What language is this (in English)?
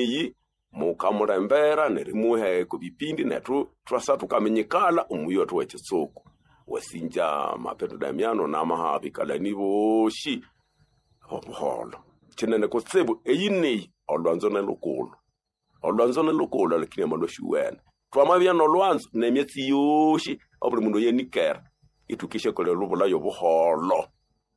Nande